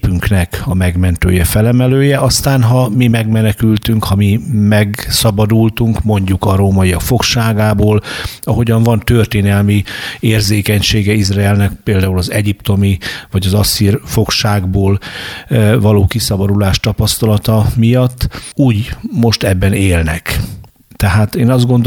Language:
Hungarian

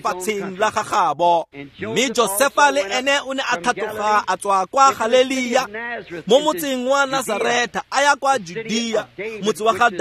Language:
Tswana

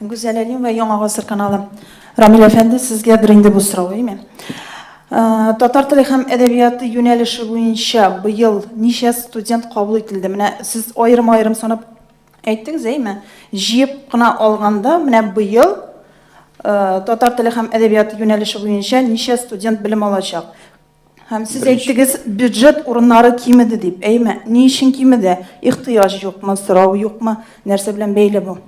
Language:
Tatar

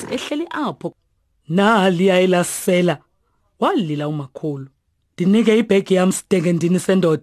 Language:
Xhosa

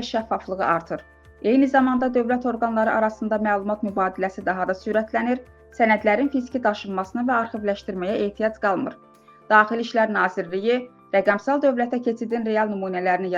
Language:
Azerbaijani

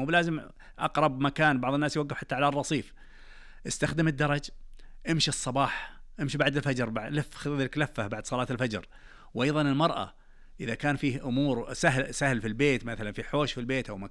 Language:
Najdi Arabic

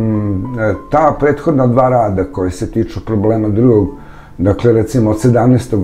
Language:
Serbian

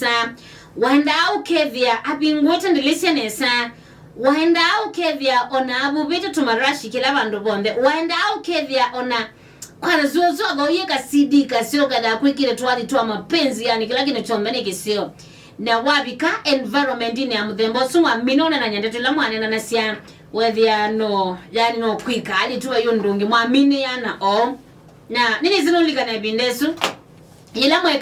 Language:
Kamba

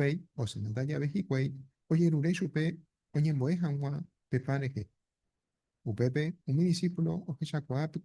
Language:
Guarani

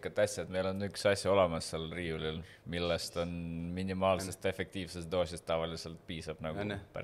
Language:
Estonian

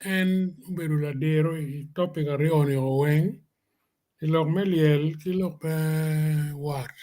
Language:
Acoli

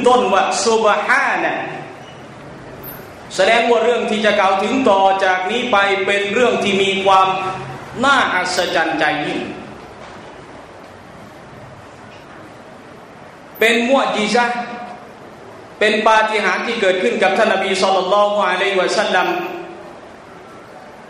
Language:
Thai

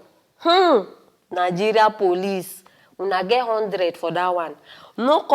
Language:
Nigerian Pidgin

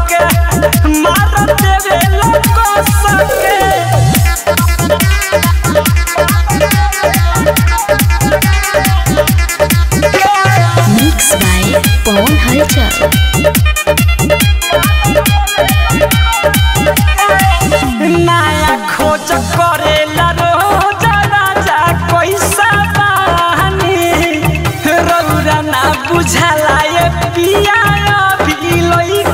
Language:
Bhojpuri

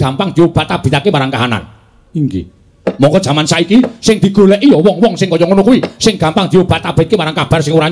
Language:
Javanese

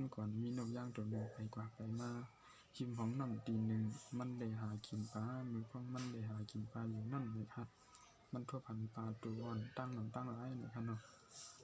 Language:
Shan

